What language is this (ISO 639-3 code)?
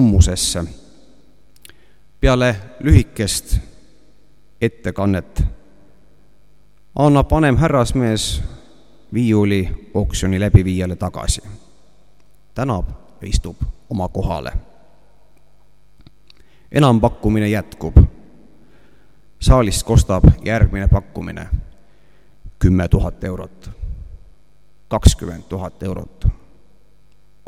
est